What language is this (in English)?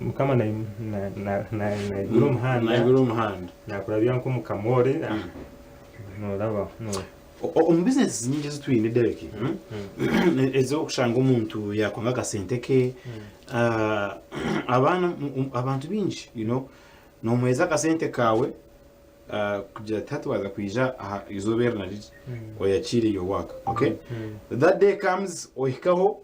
Nyankole